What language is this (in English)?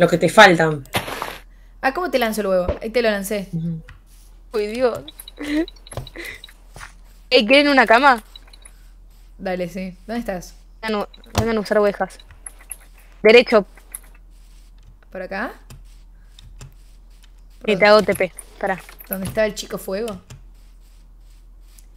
Spanish